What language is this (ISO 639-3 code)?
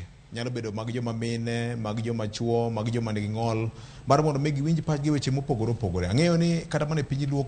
luo